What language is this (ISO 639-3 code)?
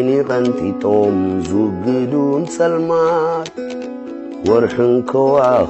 tir